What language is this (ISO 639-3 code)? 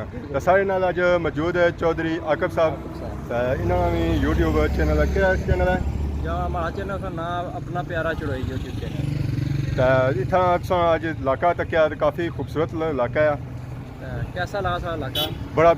phr